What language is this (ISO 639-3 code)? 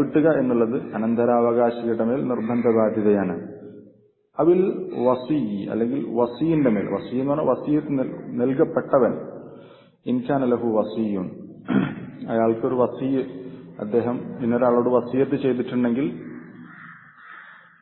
mal